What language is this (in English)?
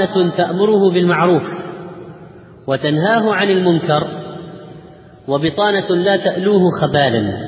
Arabic